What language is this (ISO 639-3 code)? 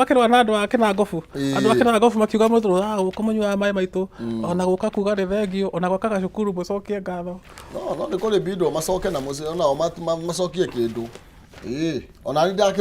kik